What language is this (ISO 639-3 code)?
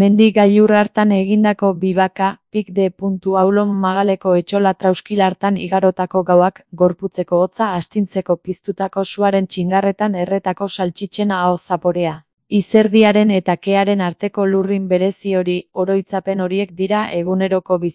eus